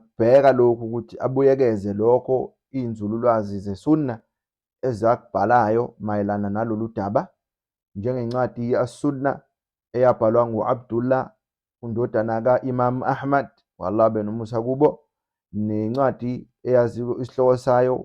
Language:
Zulu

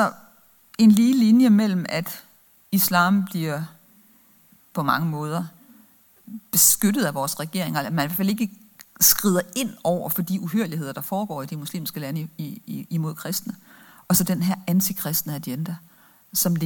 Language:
Danish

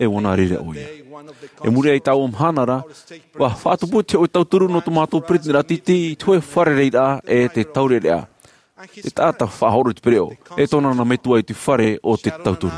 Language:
Tahitian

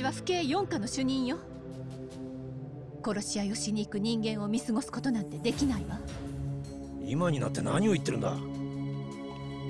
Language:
Japanese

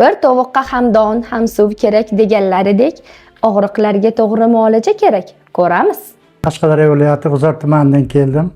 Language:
Uzbek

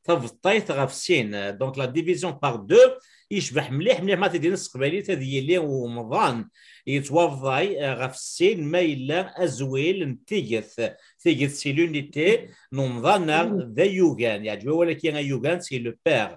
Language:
Kabyle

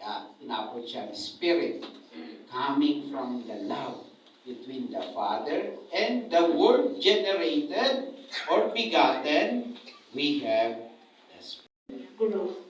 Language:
Bikol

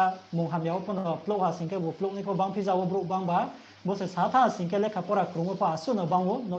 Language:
Riang (India)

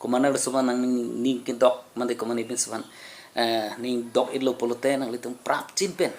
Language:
Karbi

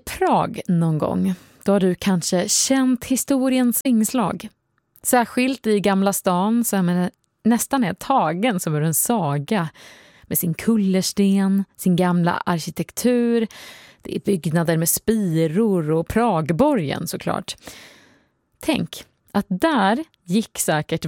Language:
Swedish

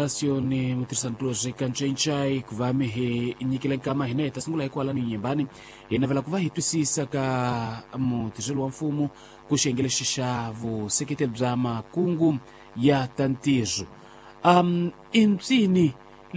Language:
Tsonga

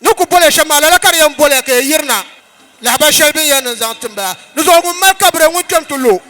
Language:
Dagbani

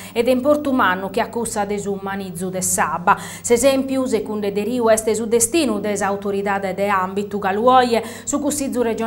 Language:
Sardinian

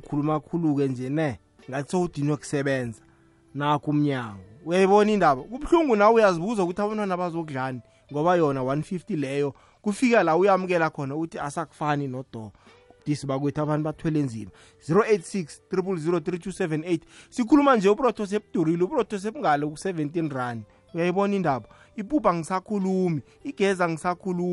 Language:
South Ndebele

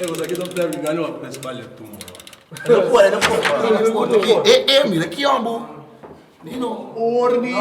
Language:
Papiamento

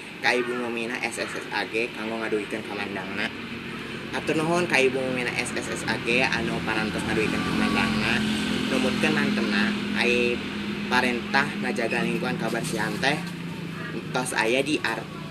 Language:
Sundanese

